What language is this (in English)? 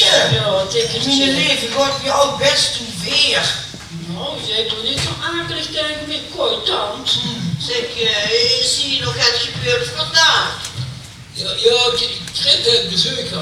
Limburgish